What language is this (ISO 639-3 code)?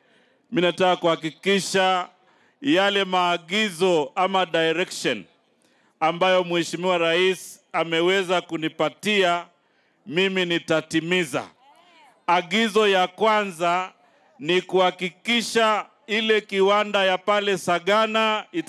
swa